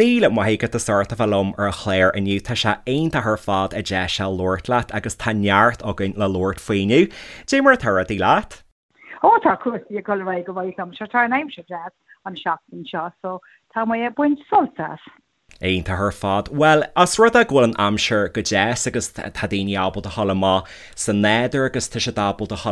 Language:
Irish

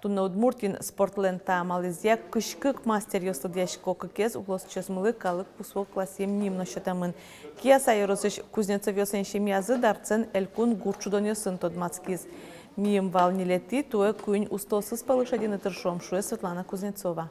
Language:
Udmurt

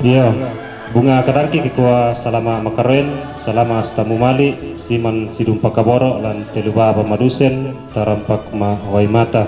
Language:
Toraja-Sa'dan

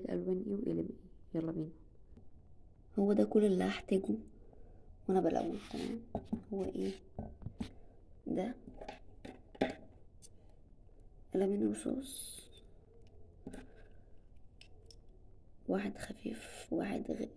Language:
Egyptian Arabic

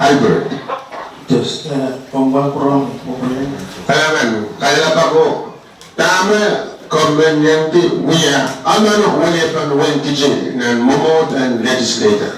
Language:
Pohnpeian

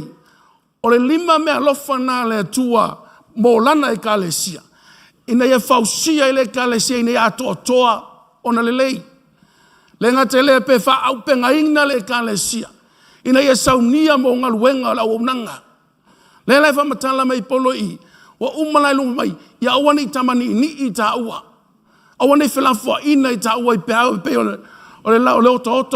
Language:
Samoan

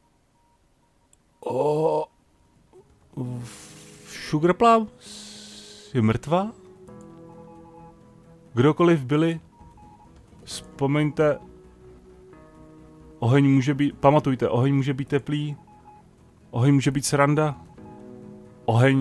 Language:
Czech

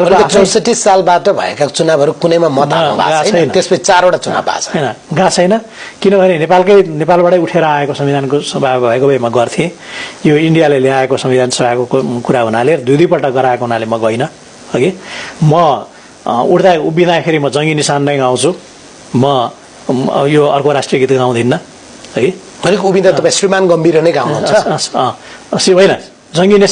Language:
Nepali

